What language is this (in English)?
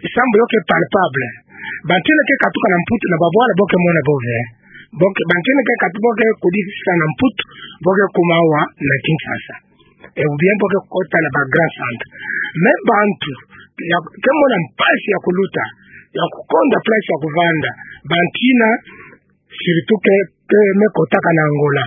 Kituba (Democratic Republic of Congo)